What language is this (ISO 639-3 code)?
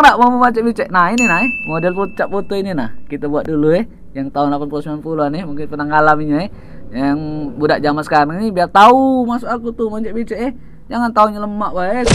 mui